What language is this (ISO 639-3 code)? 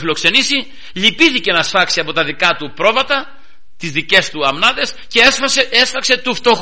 ell